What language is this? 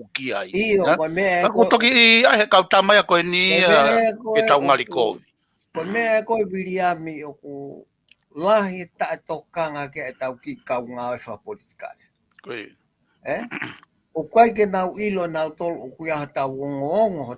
Tongan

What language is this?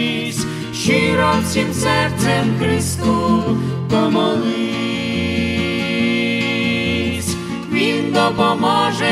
Ukrainian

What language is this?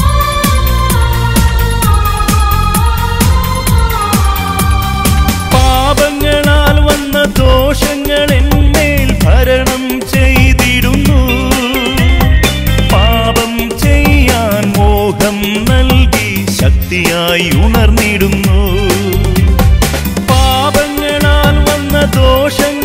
Malayalam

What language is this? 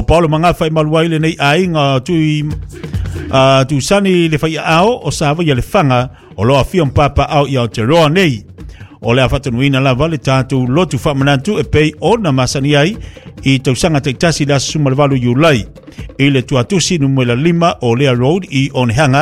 Samoan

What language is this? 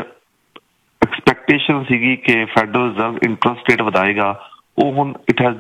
Punjabi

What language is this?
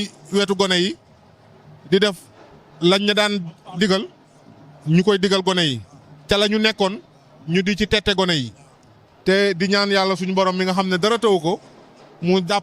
Wolof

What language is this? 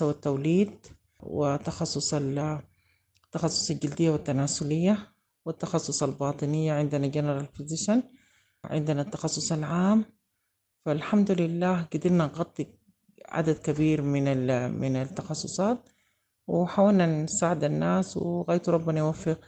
Sudanese Arabic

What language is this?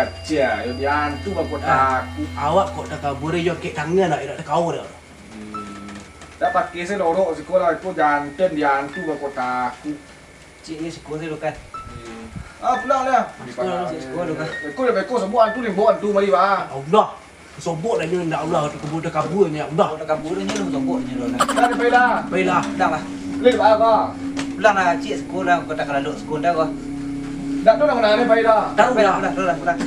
Minangkabau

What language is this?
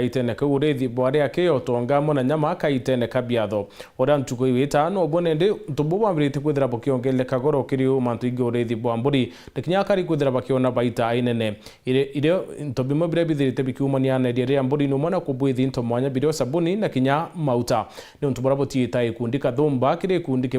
Meru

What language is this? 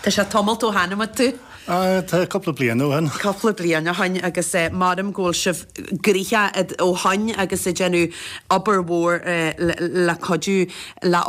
Irish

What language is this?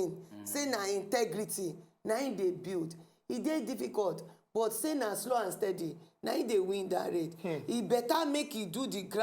Nigerian Pidgin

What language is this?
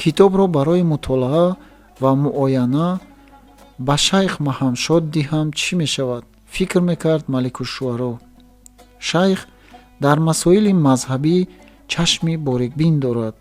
Tajik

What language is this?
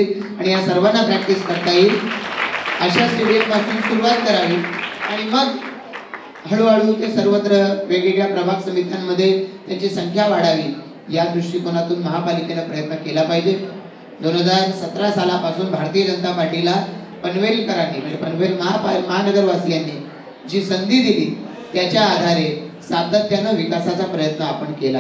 Marathi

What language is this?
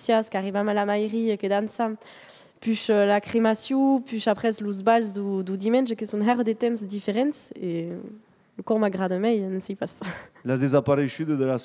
Occitan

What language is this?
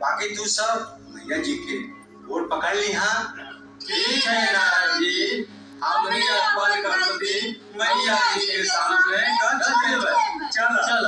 Magahi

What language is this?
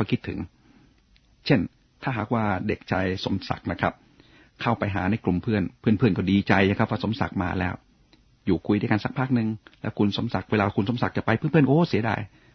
Thai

